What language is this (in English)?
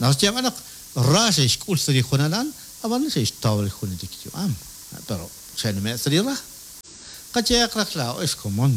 Kekchí